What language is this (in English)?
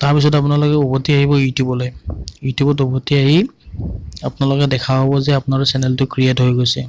Assamese